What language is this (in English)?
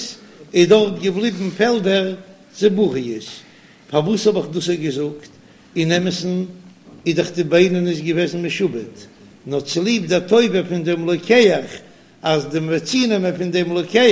Yiddish